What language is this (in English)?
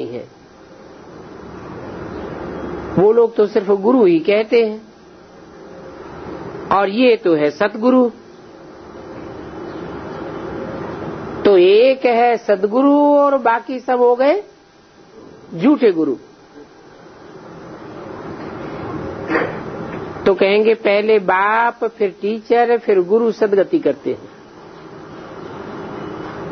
Hindi